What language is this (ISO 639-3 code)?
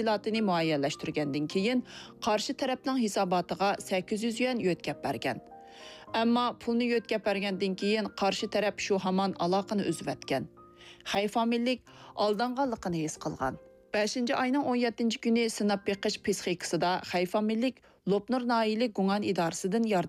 uig